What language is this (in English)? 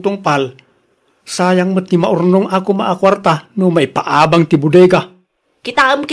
Iloko